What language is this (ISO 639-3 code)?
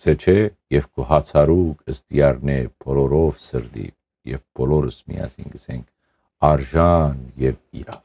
hyw